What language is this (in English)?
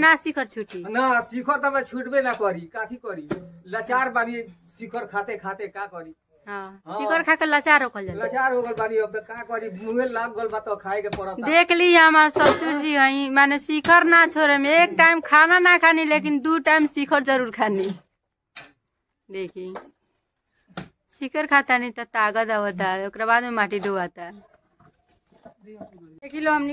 Bhojpuri